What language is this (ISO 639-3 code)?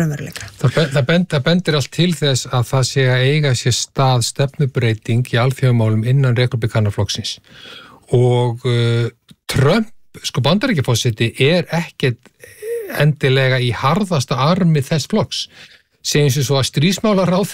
isl